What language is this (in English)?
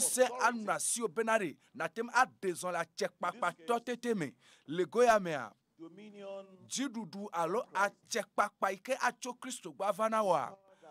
Ewe